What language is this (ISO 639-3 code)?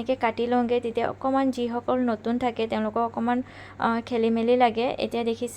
asm